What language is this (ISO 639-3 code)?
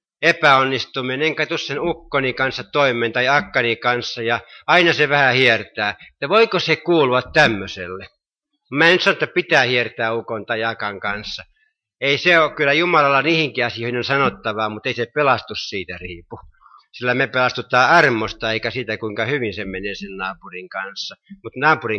fin